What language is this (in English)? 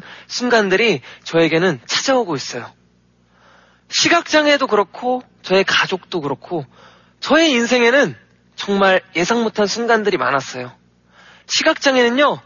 Korean